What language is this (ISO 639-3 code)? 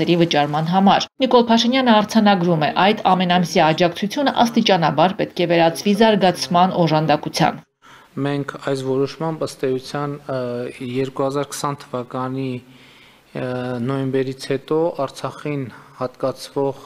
hye